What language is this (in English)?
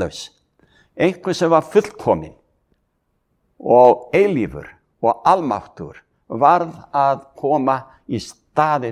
Icelandic